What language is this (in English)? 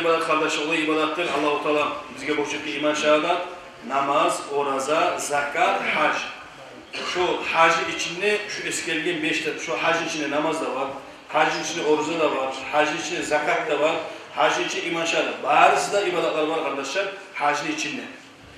Kumyk